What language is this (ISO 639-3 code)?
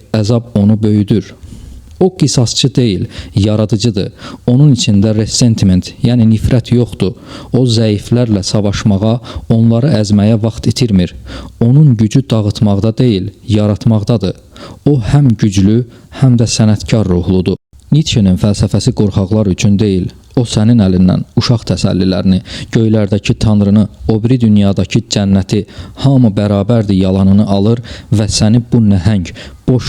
aze